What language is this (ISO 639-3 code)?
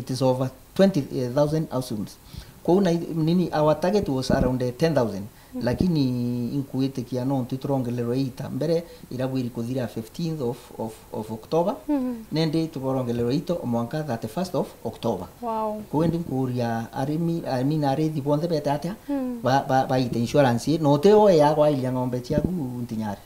mer